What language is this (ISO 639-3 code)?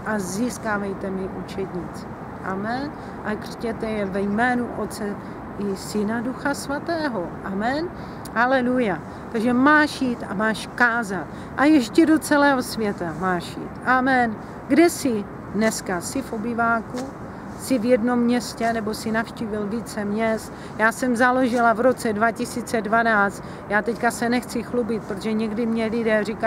ces